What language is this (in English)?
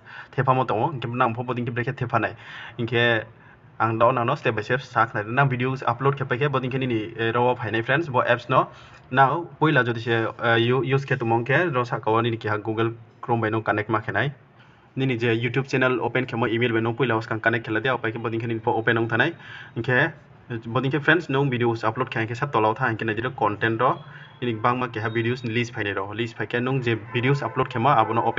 Riang (India)